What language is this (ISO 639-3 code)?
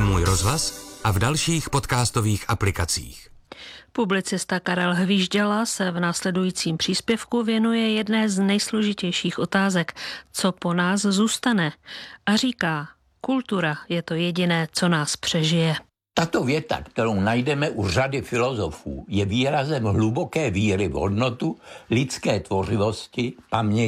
ces